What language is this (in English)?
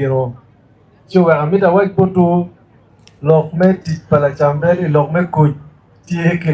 Acoli